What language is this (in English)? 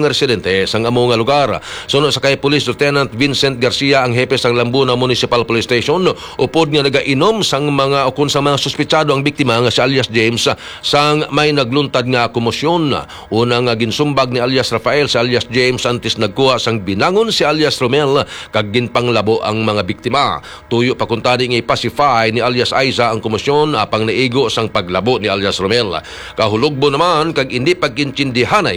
Hiligaynon